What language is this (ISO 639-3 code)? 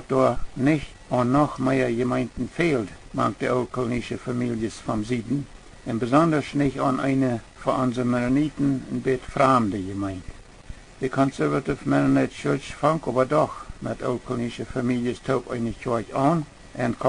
pdt